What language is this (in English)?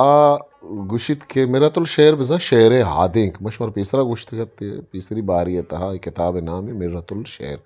Eastern Balochi